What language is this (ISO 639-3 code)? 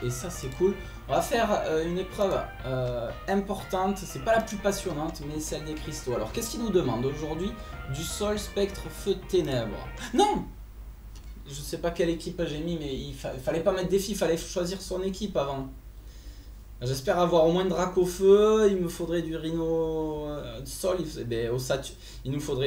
fra